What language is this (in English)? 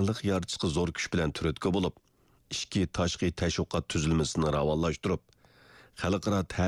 Uyghur